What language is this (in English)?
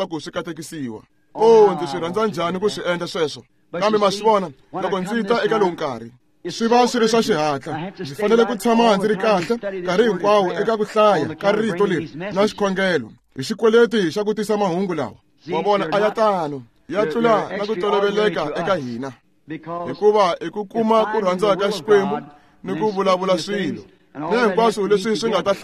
Tsonga